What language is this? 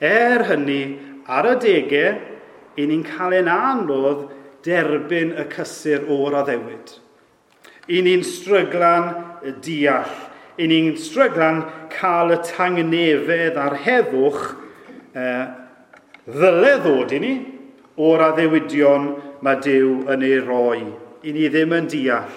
Welsh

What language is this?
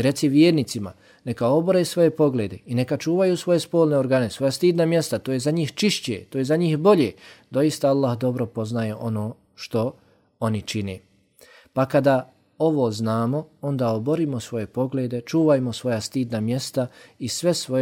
Bosnian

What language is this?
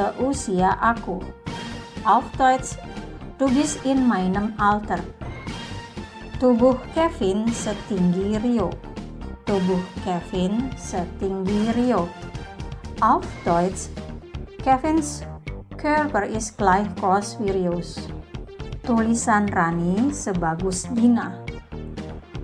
Indonesian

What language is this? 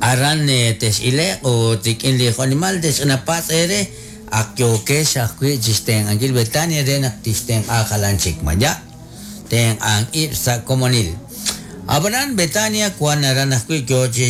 Kekchí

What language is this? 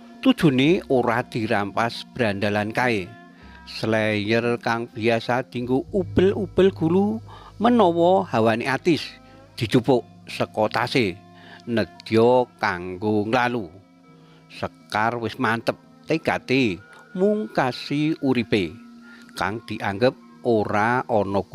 Javanese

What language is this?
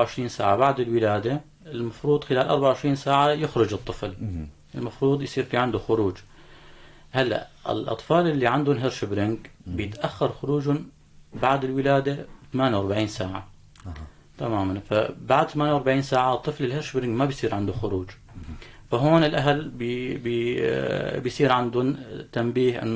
North Levantine Arabic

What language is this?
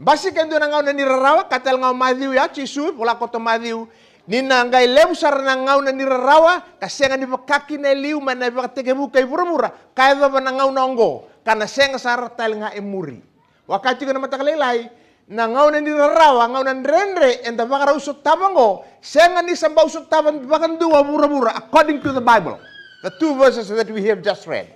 Fijian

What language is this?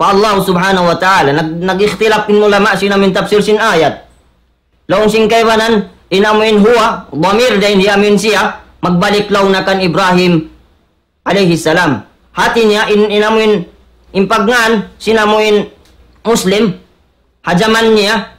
Tausug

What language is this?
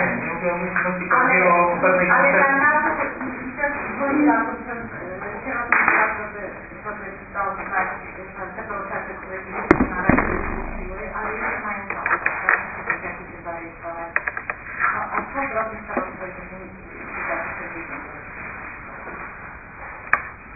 Polish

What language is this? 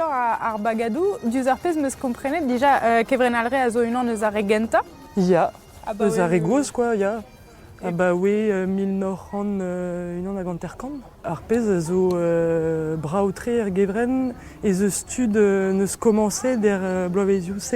Breton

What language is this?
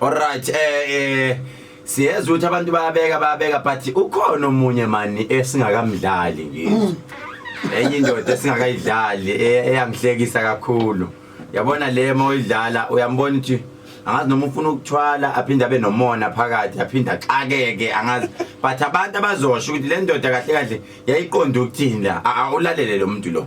Zulu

